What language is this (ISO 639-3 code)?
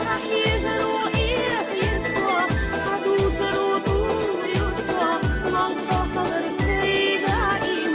inh